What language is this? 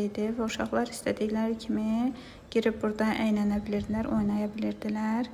Azerbaijani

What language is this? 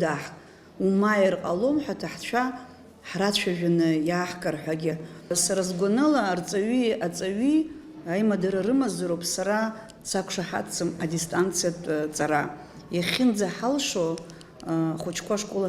Abkhazian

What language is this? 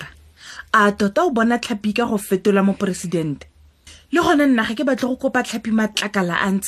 Tswana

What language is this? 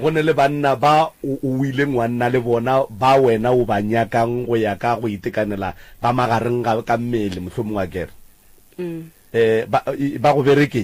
Northern Sotho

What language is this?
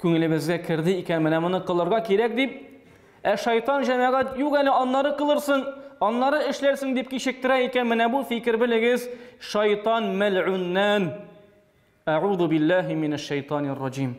Tatar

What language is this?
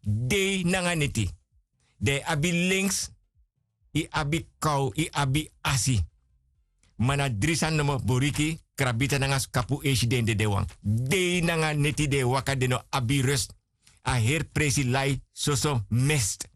Sranan Tongo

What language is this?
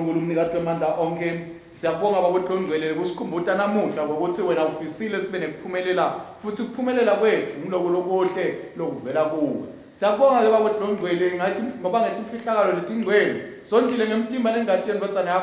Swati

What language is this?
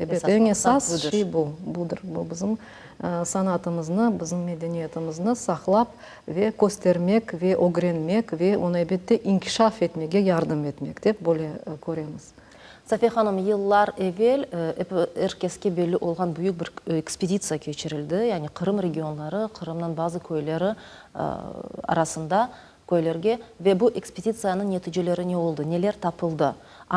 Crimean Tatar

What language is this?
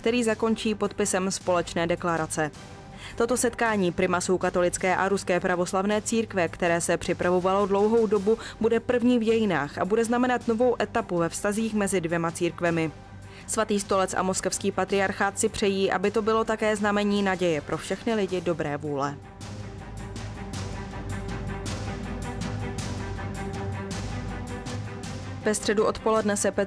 Czech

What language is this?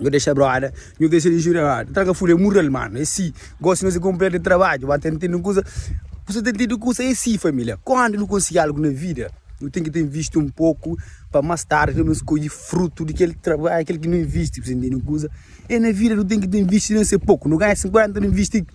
Kabuverdianu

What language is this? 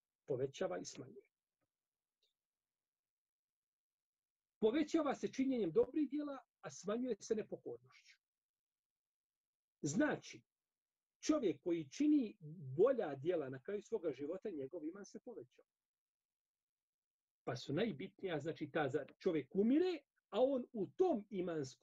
Bosnian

